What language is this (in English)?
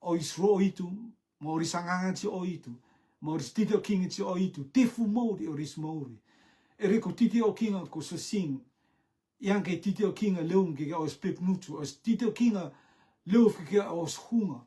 Rotuman